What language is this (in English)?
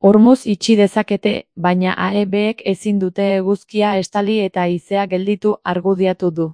Basque